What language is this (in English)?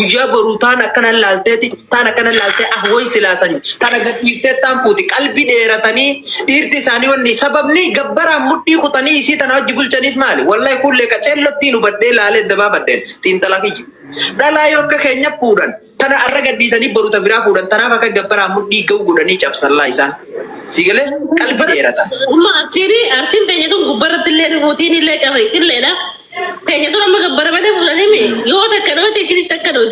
Oromo